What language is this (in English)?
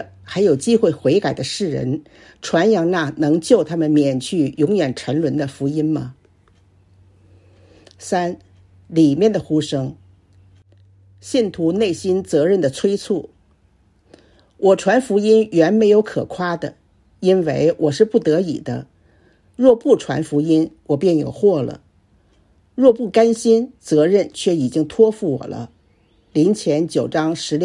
Chinese